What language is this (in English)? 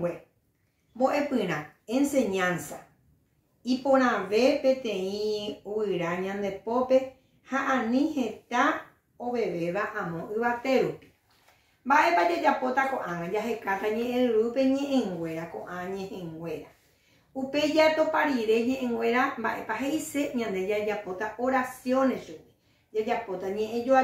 Guarani